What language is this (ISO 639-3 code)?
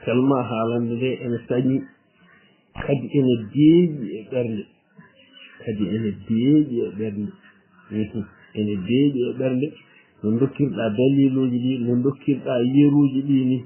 ful